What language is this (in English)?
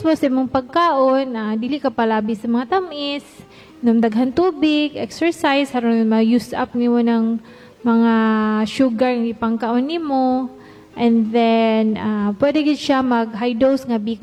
Cebuano